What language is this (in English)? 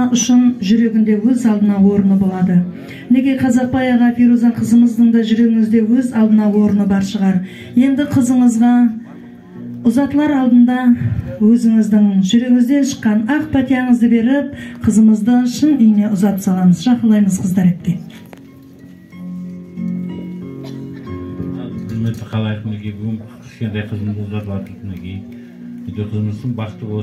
Kara-Kalpak